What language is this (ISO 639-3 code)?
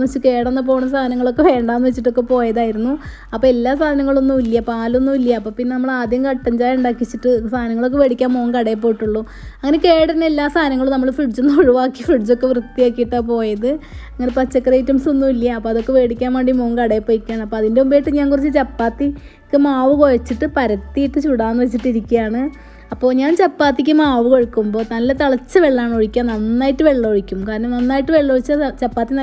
mal